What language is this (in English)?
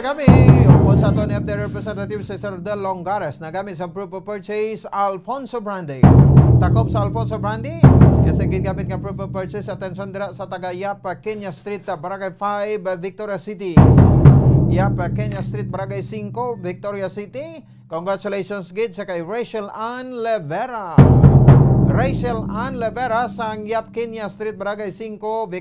Hiligaynon